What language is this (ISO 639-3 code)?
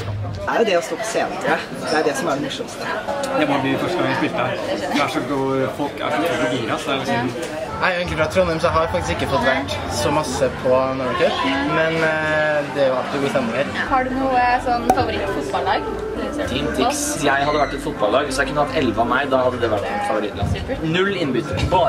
nor